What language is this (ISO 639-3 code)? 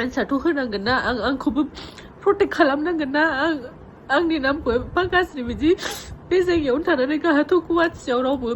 brx